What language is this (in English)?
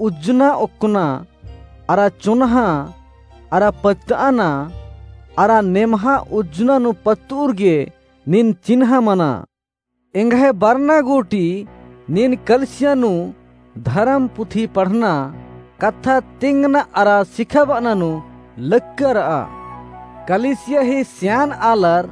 Kurukh